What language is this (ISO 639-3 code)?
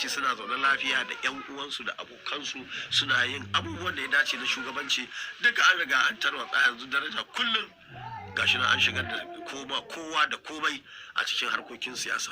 hau